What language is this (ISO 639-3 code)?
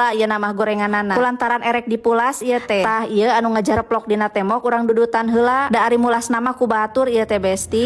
sun